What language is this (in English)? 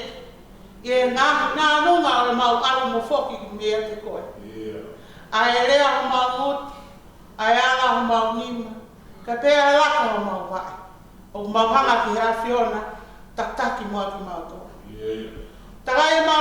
Tongan